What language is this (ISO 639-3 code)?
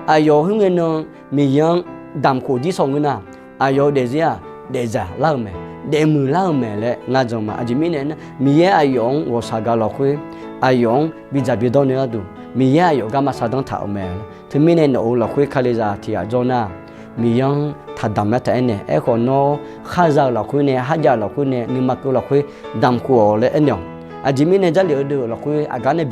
ahk